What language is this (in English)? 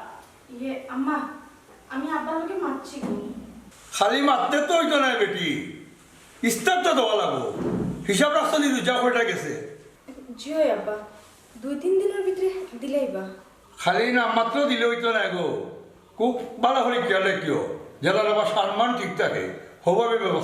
Sylheti